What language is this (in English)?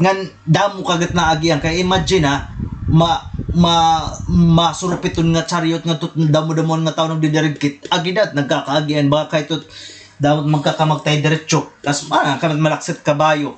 Waray